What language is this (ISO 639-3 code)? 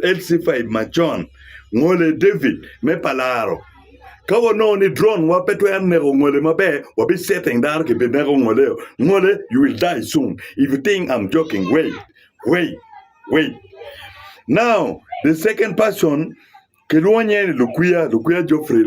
ach